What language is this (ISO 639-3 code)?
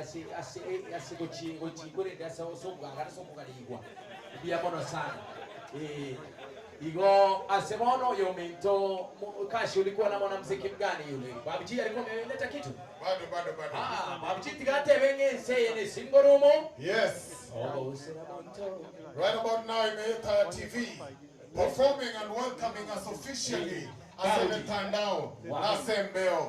guz